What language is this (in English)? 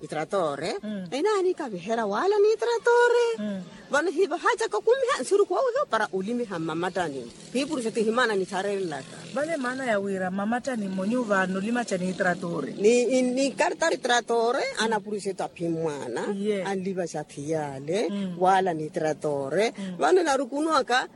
Makhuwa